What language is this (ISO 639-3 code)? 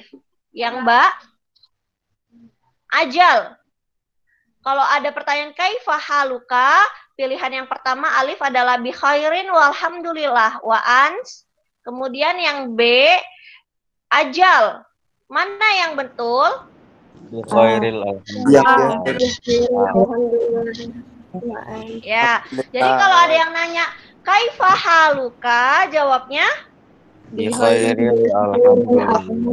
ind